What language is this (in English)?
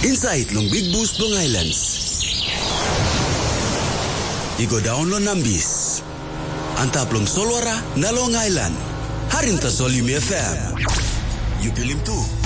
Tok Pisin